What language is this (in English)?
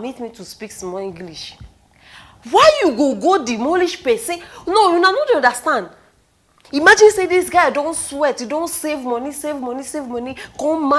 Nigerian Pidgin